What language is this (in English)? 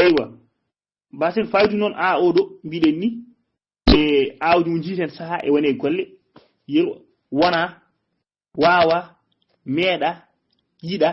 Fula